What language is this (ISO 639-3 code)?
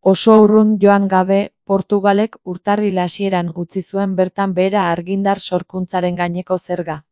eus